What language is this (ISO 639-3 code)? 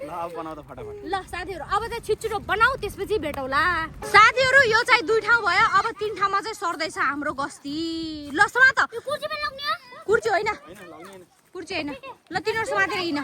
nep